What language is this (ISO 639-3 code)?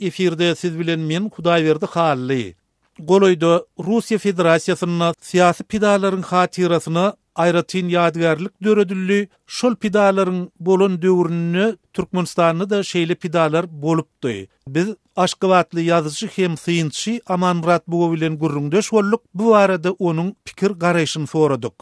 tuk